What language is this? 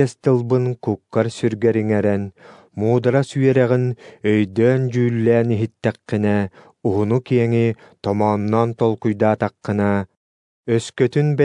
Yakut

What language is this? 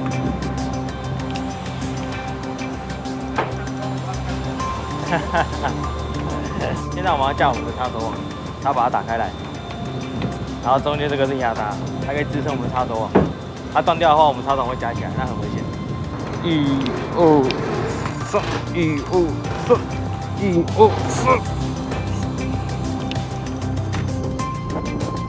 Chinese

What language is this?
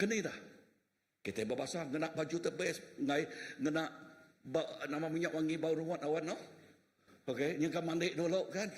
Iban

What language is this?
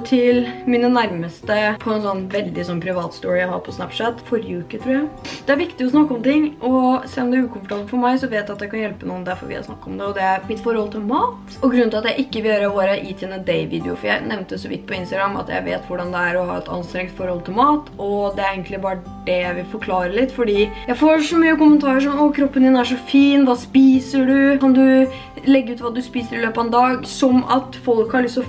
Norwegian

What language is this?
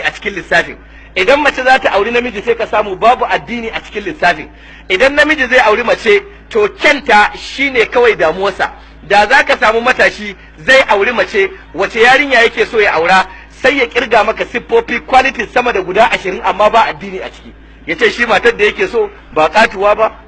Hausa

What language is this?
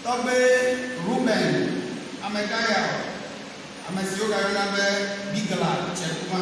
Ewe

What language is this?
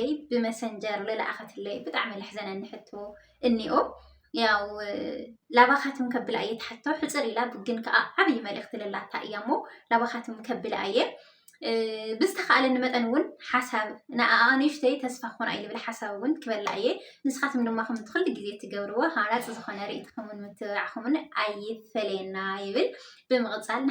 Tigrinya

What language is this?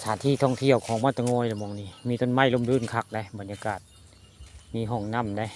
Northeastern Thai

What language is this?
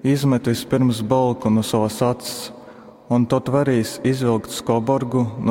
Latgalian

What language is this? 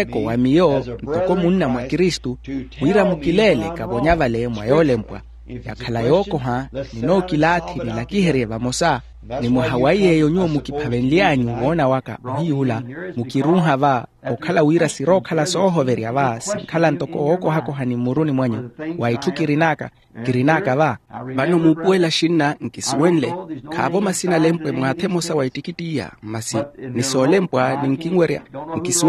Makhuwa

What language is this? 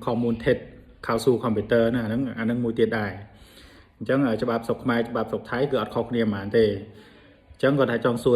Khmer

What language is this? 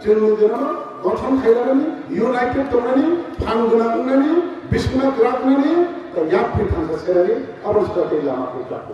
Kok Borok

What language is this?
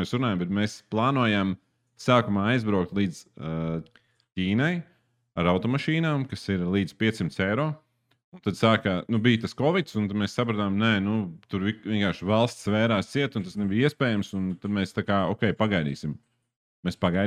Latvian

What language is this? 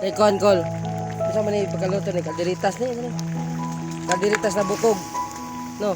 Cebuano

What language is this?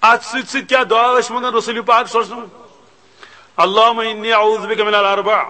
Kashmiri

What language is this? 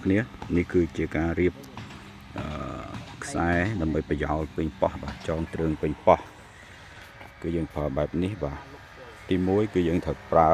Khmer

